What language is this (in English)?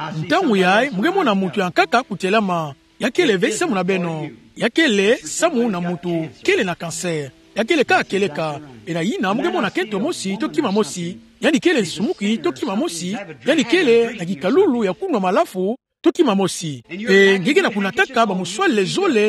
Kituba (Democratic Republic of Congo)